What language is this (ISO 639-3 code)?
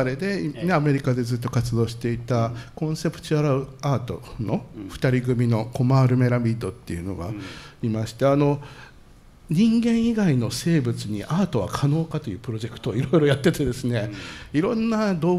jpn